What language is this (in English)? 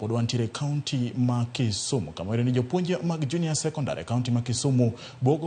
Luo (Kenya and Tanzania)